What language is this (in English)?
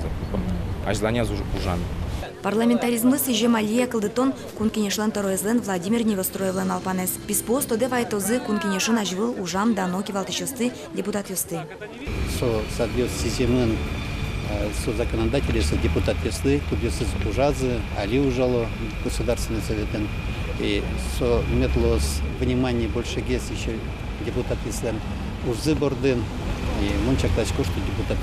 Udmurt